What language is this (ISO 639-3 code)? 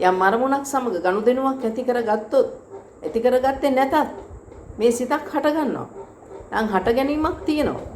sin